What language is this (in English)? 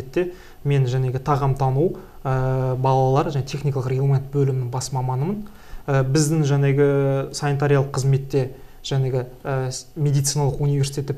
Kazakh